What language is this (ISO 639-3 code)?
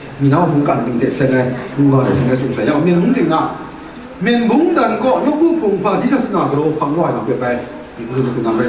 kac